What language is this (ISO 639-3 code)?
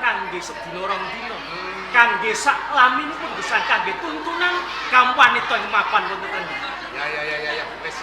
jav